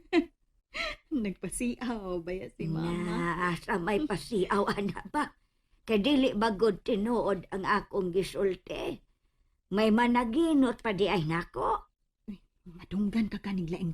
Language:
Cebuano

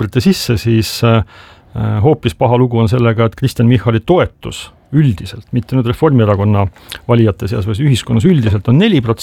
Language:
Estonian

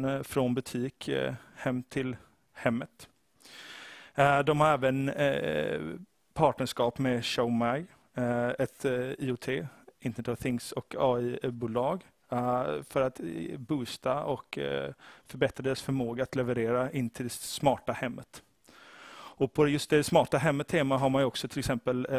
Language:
Swedish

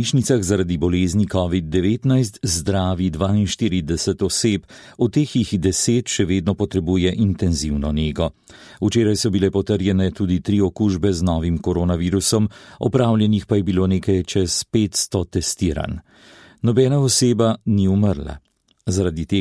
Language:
Slovenian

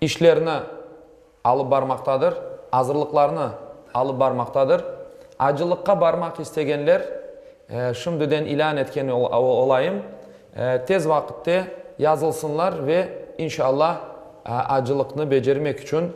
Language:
Crimean Tatar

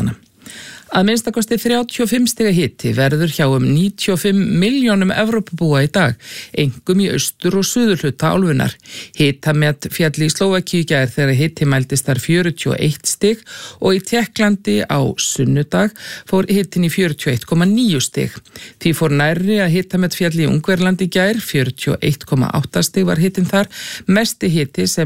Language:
Icelandic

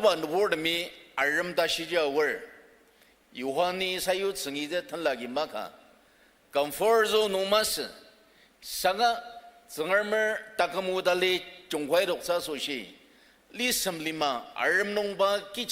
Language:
Ao Naga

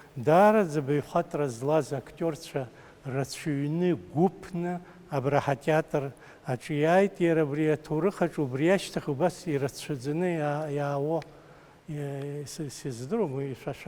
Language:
Abkhazian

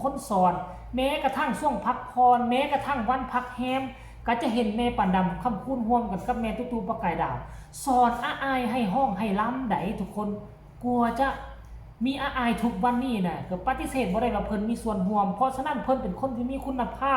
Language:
Northeastern Thai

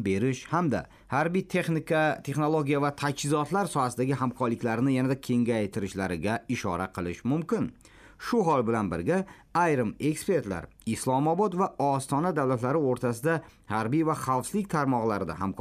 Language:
Uzbek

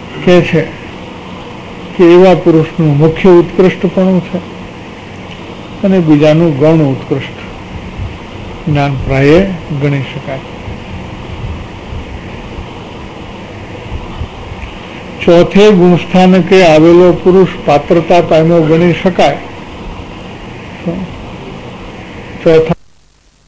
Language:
Gujarati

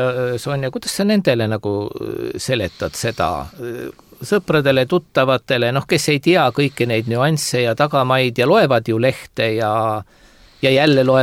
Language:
Estonian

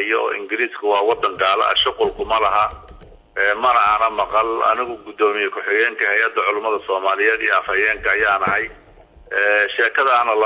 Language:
Somali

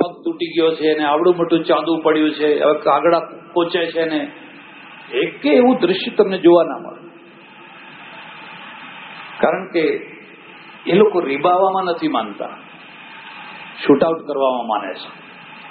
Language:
Gujarati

